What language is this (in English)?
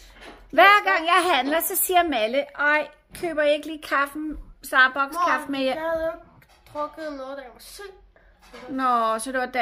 Danish